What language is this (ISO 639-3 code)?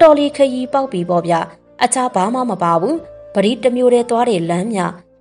mya